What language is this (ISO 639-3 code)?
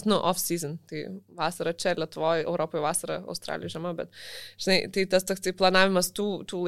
lit